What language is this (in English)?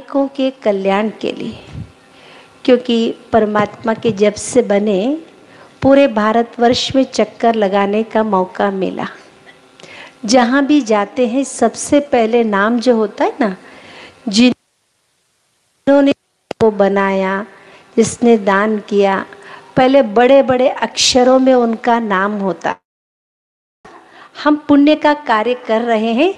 Hindi